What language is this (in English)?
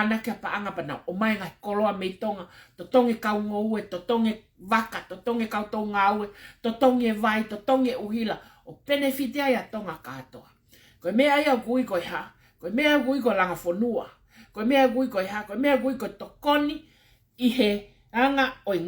Tongan